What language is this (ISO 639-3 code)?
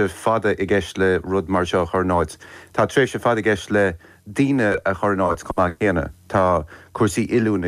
gle